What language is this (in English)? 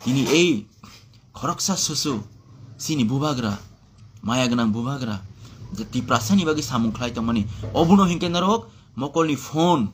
Kok Borok